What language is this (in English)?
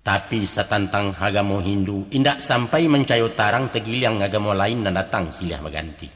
Minangkabau